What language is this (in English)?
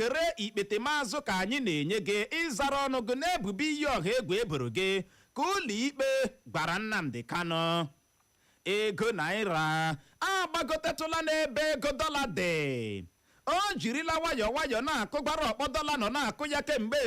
Igbo